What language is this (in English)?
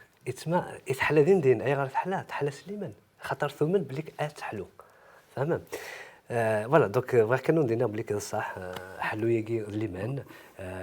Kabyle